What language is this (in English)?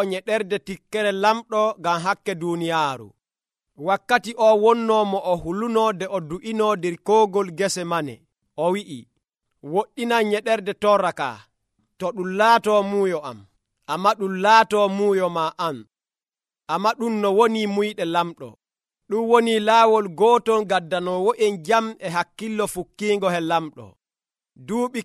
Nigerian Fulfulde